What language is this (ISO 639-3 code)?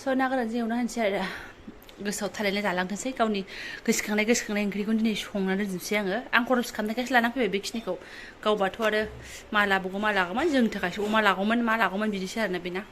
brx